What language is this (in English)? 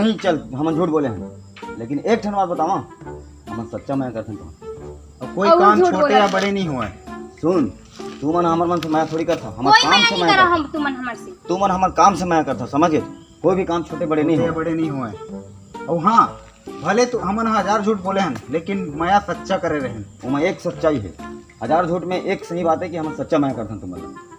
Chhattisgarhi